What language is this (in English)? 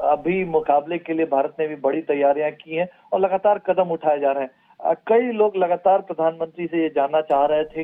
Hindi